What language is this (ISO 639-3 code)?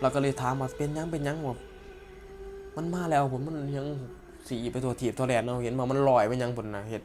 lao